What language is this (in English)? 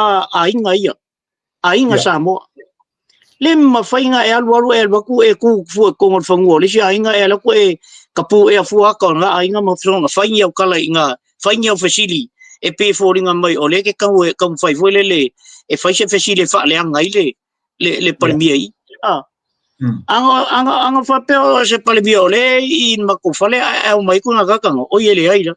Samoan